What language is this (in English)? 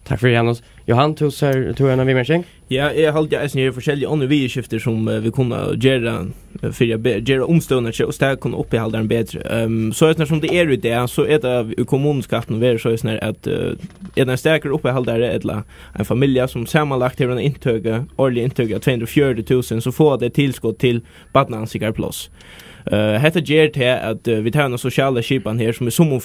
Faroese